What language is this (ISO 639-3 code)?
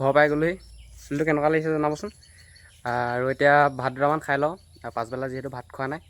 asm